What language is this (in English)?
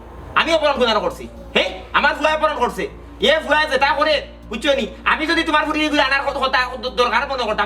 Sylheti